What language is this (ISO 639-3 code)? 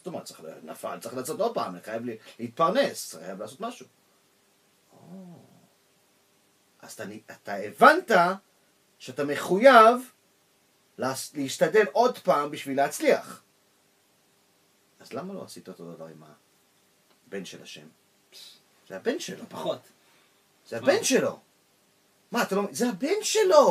heb